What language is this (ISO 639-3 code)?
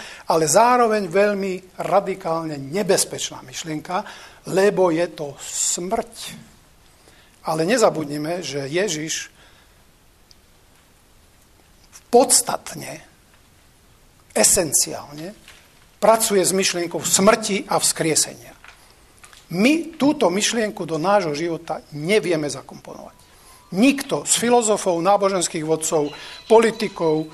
slk